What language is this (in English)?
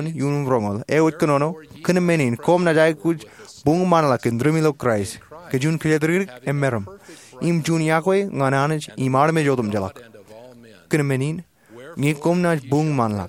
Marshallese